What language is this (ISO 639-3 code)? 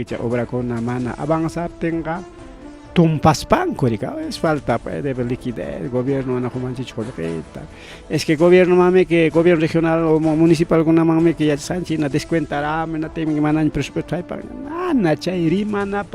quy